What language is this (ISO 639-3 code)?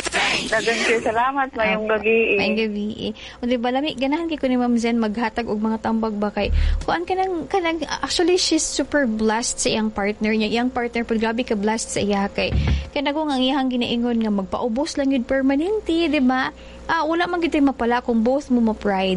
ceb